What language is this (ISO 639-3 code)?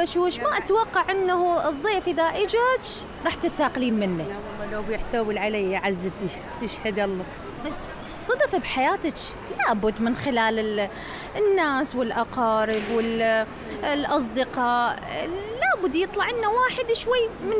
acm